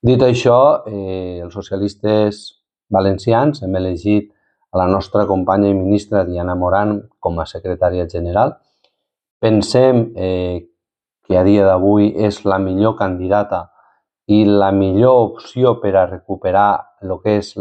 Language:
Catalan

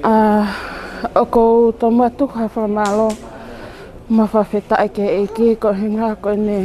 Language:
Tongan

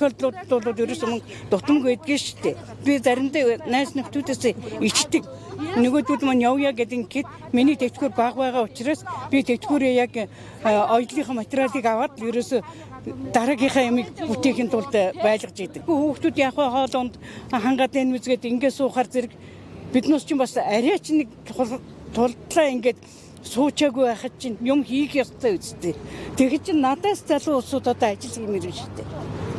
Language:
Mongolian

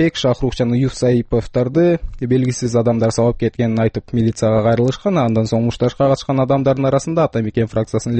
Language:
Kyrgyz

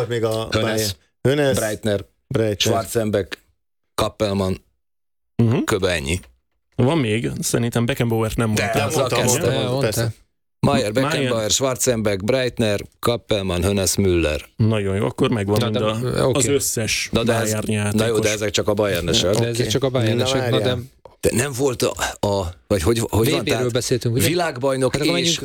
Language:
Hungarian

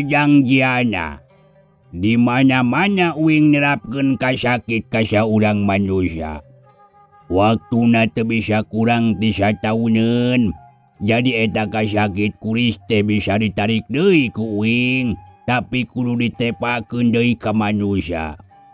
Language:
Sundanese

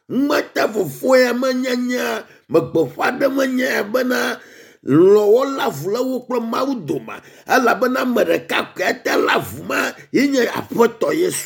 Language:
Ewe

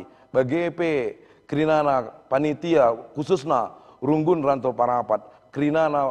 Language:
Batak Karo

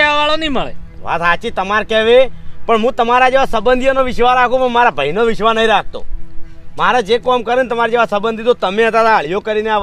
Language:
Gujarati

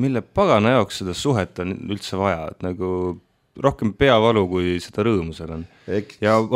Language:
Estonian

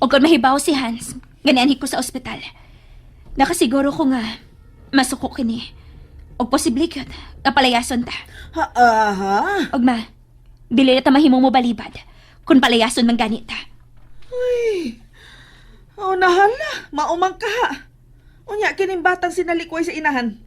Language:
Cebuano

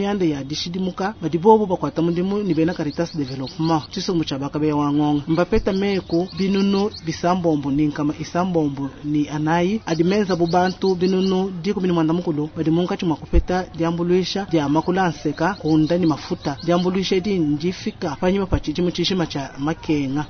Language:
Luba-Lulua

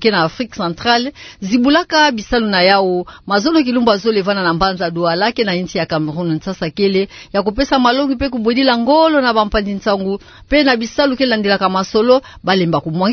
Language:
Kituba (Democratic Republic of Congo)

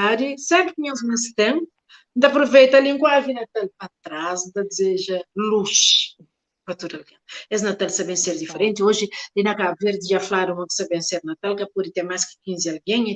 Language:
Kabuverdianu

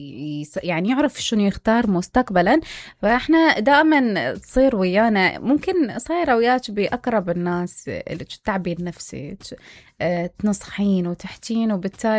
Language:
Mesopotamian Arabic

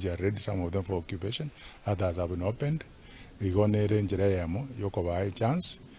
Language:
Gusii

